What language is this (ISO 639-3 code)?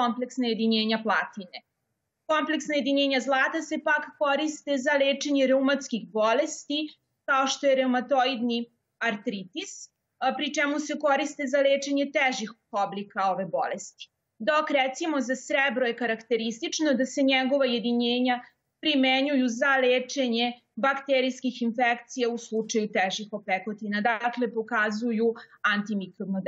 srp